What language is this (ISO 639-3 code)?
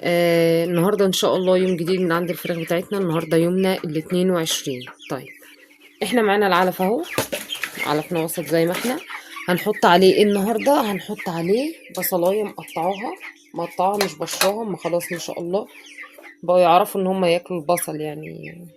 arz